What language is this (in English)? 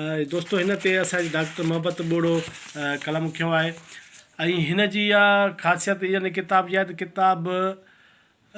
Sindhi